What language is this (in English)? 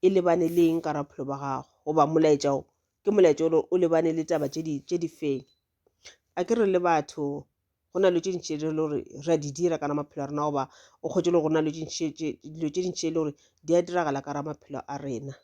Northern Sotho